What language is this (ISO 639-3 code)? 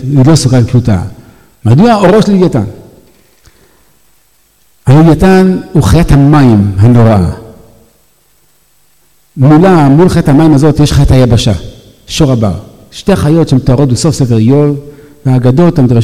heb